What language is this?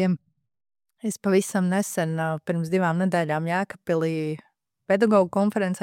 Latvian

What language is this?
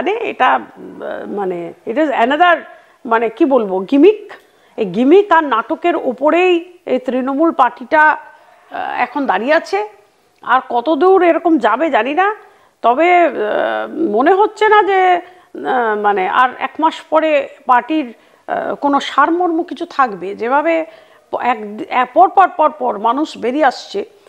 Bangla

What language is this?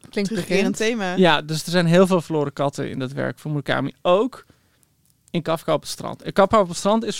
Dutch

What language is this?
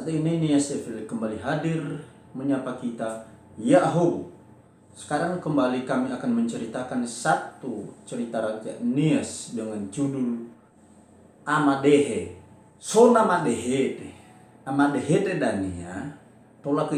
Nias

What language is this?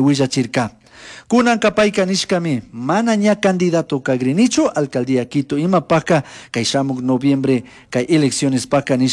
Chimborazo Highland Quichua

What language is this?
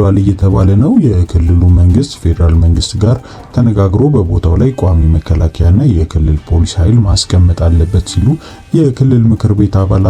Amharic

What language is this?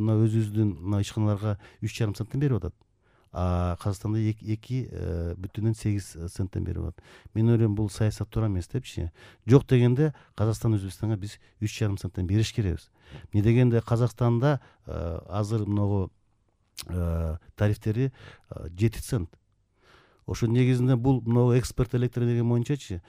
Kyrgyz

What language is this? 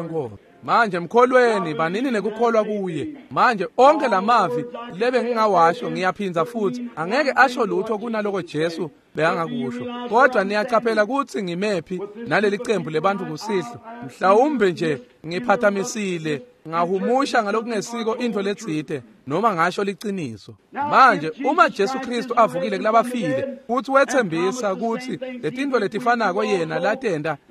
Swati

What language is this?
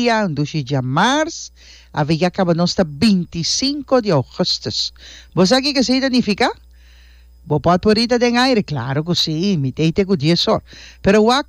Papiamento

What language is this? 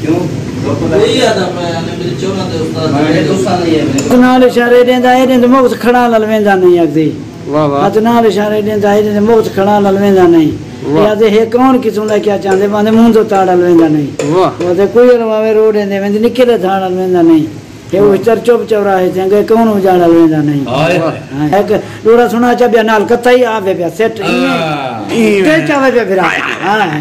Saraiki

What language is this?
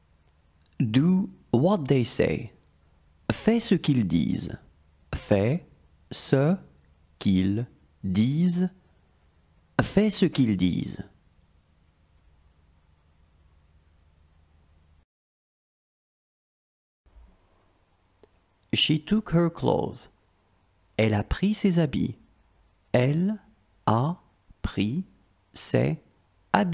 French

